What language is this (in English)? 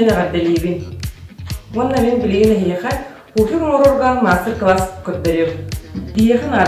Yakut